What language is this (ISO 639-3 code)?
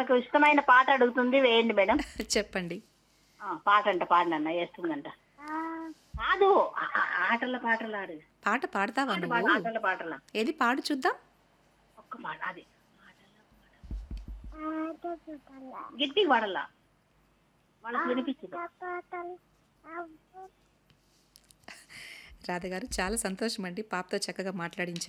tel